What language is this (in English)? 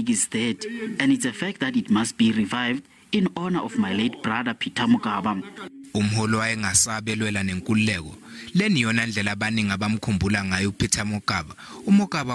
Zulu